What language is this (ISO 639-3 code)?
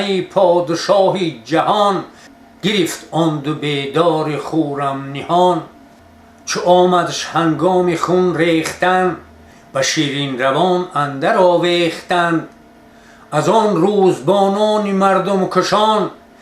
tgk